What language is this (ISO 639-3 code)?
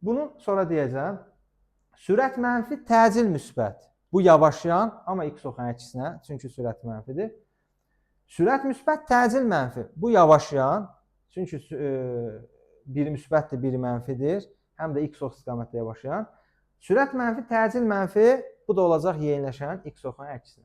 aze